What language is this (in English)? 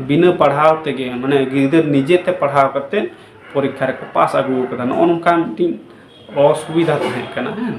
Santali